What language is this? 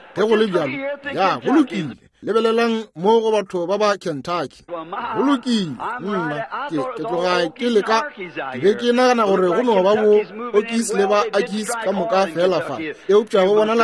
Northern Sotho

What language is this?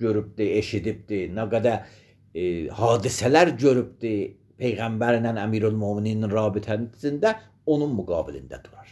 Azerbaijani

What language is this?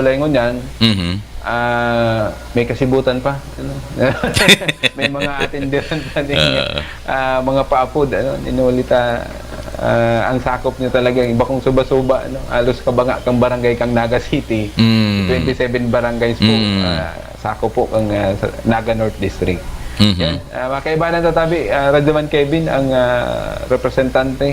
Bikol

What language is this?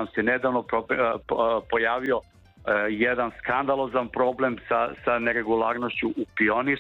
Serbian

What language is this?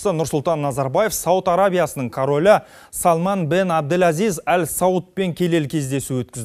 Kazakh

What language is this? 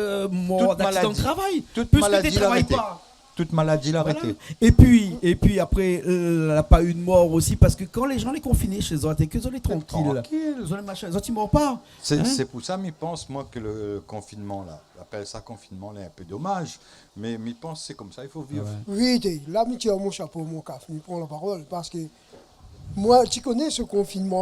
Réunion Creole French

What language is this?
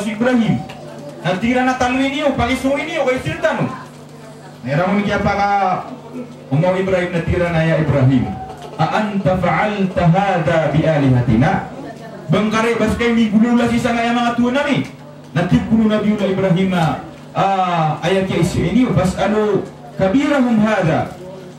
Maranao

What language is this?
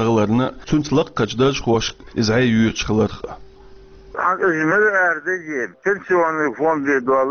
Chechen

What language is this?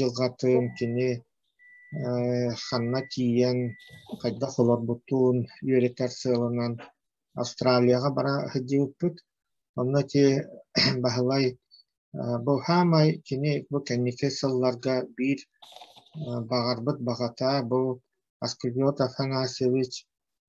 Yakut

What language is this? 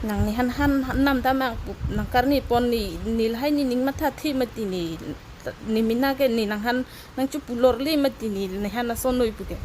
Karbi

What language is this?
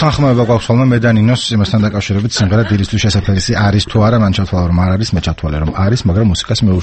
Georgian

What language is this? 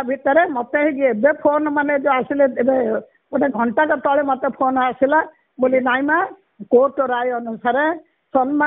Odia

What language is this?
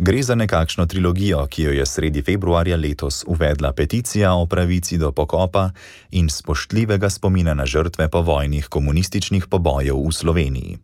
Slovenian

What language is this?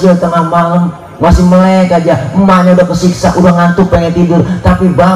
Betawi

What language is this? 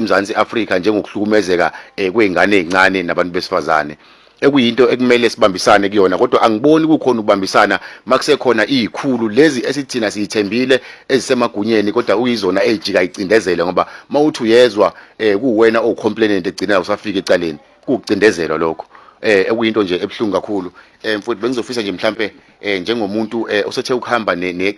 Zulu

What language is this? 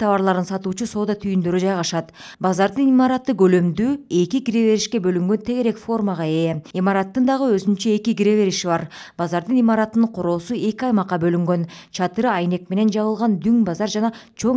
Kyrgyz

